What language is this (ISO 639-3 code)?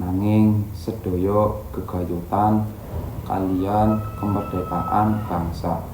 jav